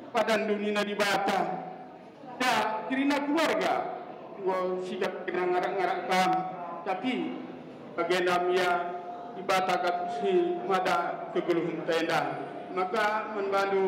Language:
Batak Karo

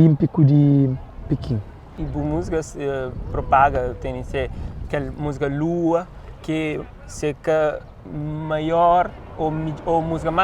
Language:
Kabuverdianu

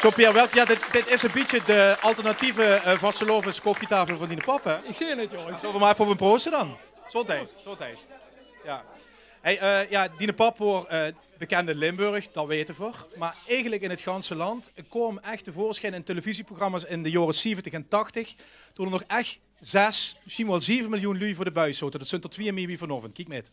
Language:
Limburgish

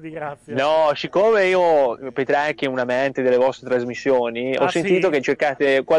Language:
Italian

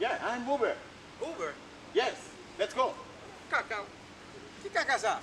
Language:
Haitian Creole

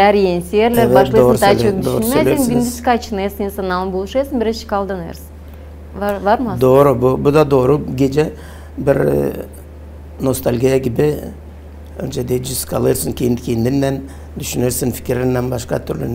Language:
Gagauz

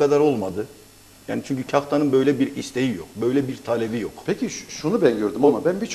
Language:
Turkish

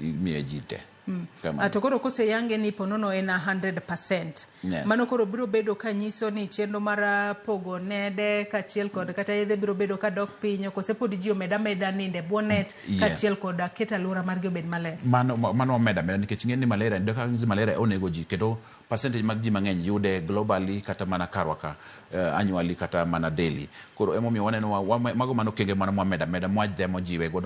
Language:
Luo (Kenya and Tanzania)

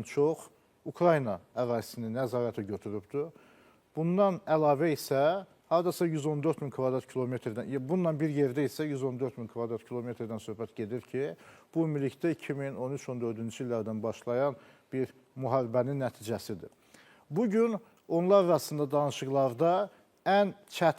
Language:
Azerbaijani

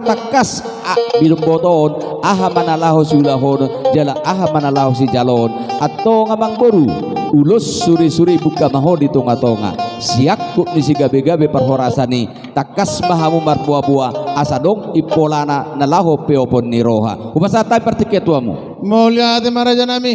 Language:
Batak Toba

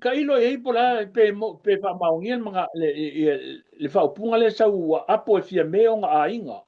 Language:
Samoan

